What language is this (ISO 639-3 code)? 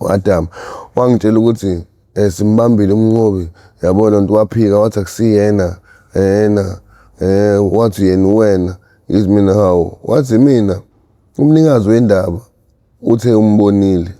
zul